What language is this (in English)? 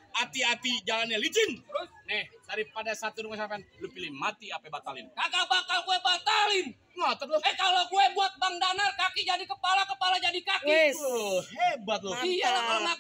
Betawi